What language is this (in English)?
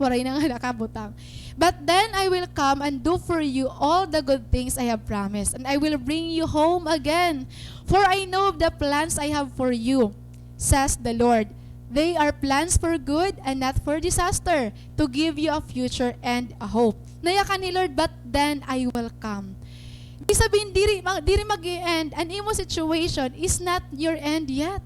Waray